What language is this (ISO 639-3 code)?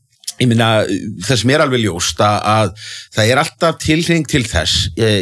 isl